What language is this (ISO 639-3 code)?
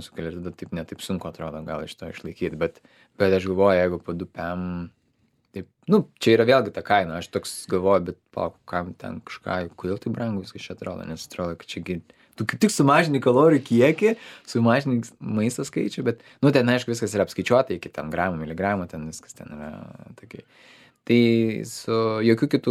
lit